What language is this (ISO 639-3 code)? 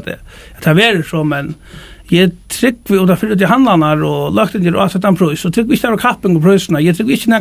fao